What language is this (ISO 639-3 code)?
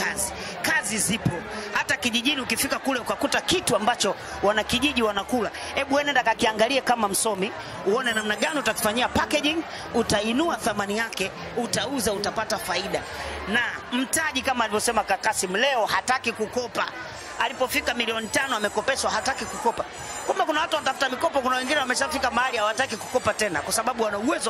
swa